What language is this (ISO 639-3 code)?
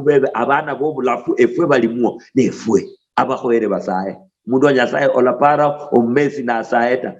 luy